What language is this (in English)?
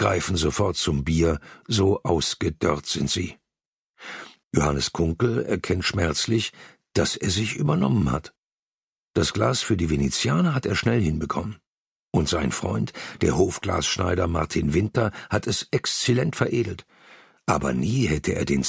German